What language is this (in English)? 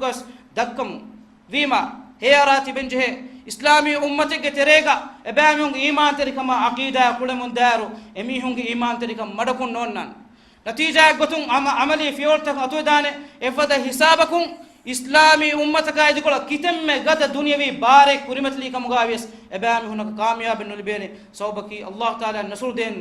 Divehi